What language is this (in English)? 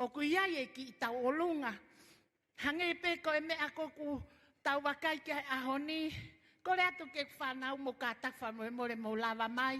Tongan